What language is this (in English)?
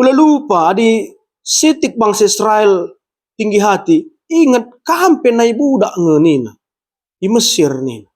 Batak Karo